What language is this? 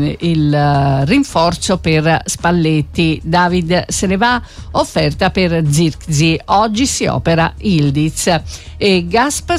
Italian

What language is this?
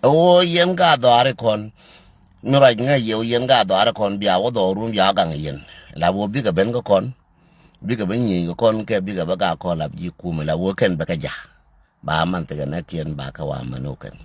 Nuer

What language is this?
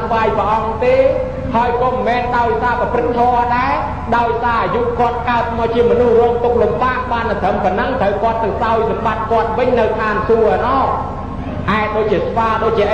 Khmer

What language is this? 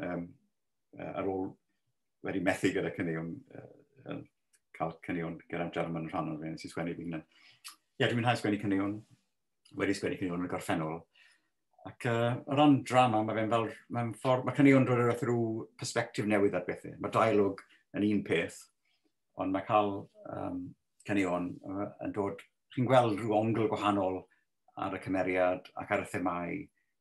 Welsh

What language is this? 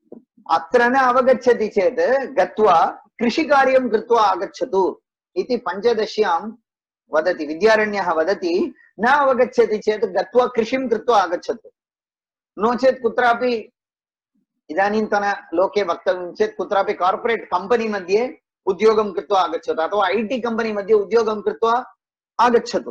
Sanskrit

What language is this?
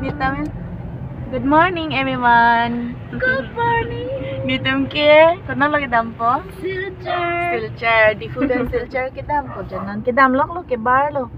Karbi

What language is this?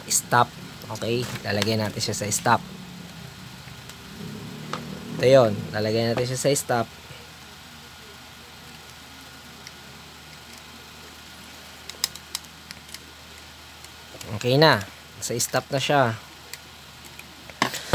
Filipino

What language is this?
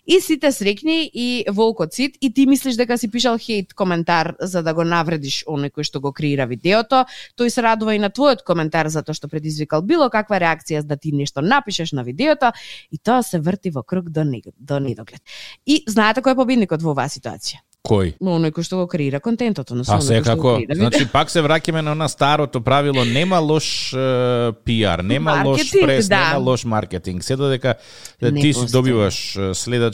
Macedonian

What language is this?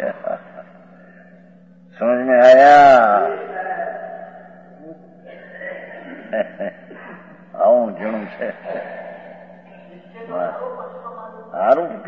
Gujarati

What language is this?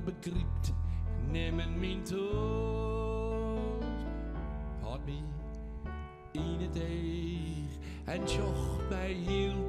Western Frisian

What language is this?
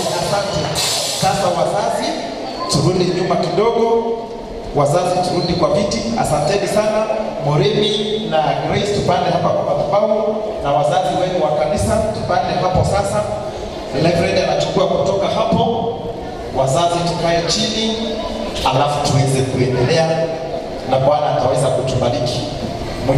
Swahili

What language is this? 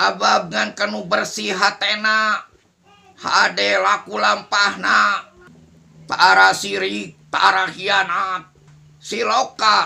Sundanese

